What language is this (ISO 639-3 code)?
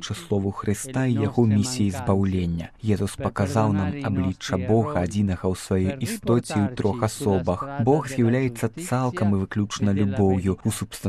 bel